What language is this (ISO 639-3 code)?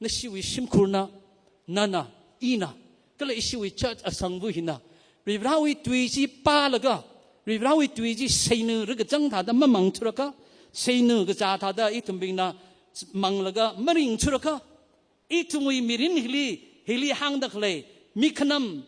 nmf